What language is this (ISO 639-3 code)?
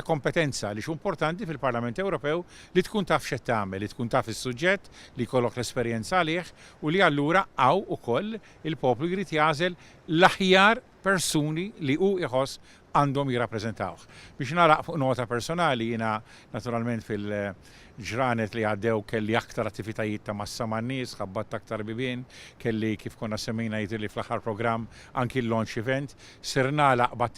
mlt